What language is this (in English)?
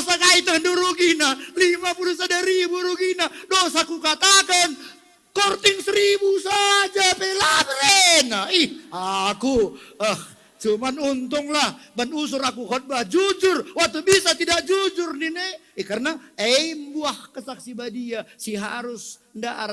Batak Karo